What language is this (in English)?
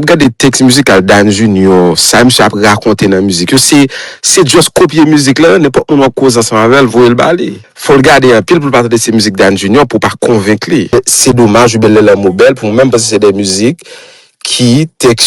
Haitian Creole